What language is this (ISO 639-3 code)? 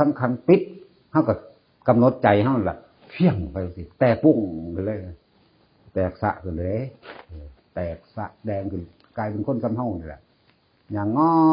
tts